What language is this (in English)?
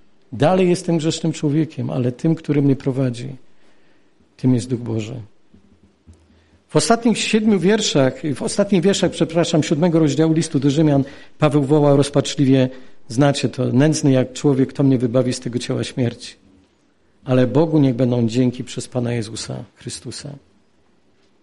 Polish